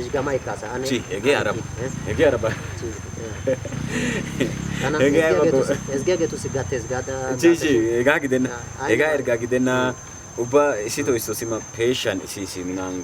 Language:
Wolaytta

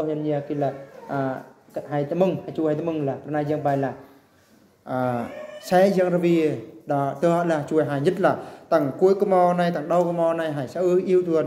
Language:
Eastern Bru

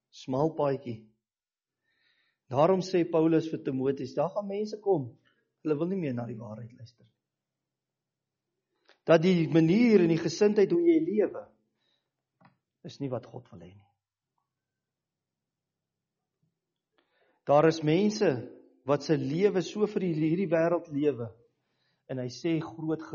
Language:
Afrikaans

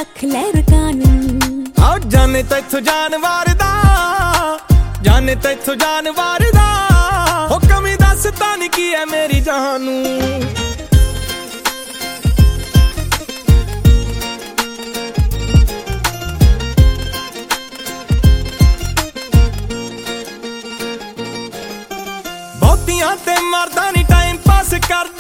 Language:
Punjabi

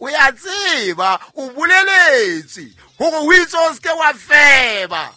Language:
Southern Sotho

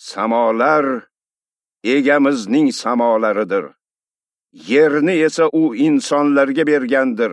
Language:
Uzbek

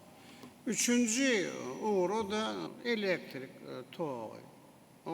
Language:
Turkmen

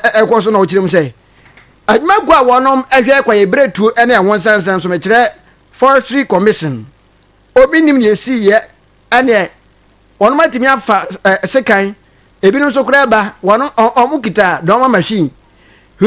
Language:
Akan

